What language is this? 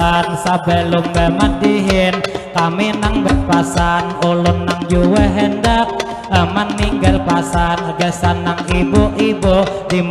Banjar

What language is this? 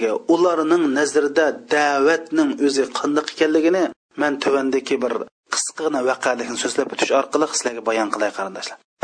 Uyghur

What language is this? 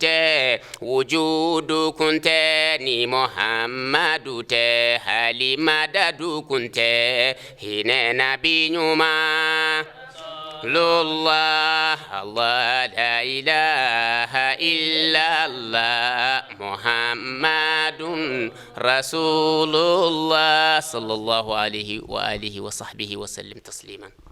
Bambara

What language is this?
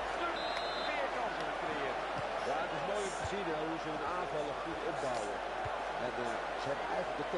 Dutch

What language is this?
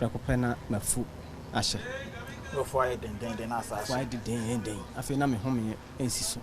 Akan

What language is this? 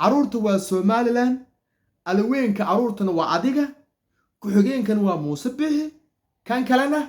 Somali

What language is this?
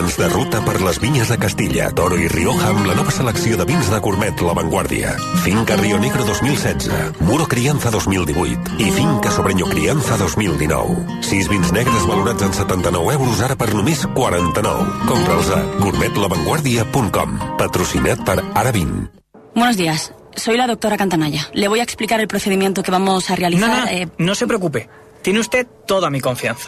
Catalan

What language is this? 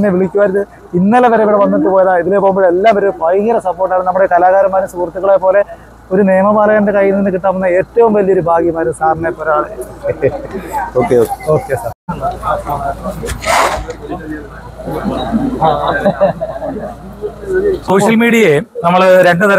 Malayalam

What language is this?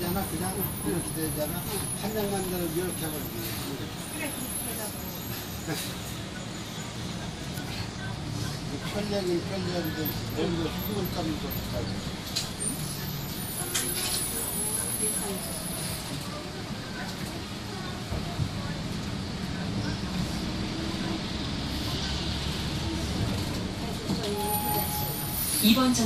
Korean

